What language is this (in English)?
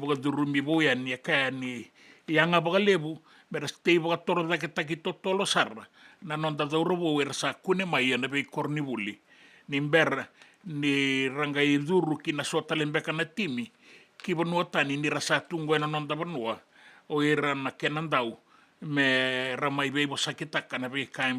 Fijian